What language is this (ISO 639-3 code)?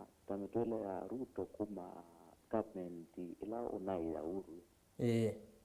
kam